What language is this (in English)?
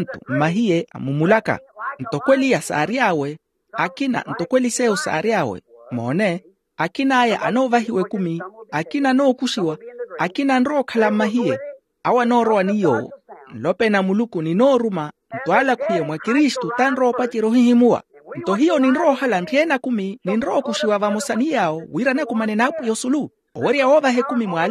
Makhuwa